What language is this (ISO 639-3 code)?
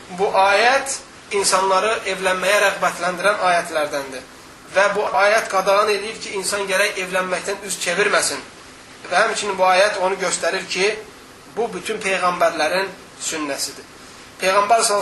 aze